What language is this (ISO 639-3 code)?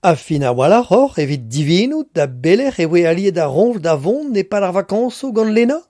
bre